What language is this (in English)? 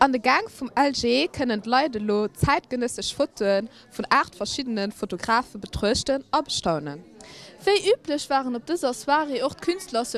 Luxembourgish